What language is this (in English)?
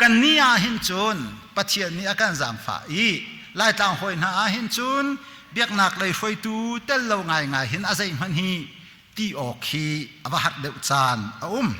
Hakha Chin